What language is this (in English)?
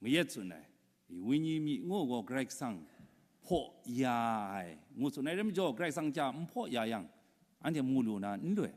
Kachin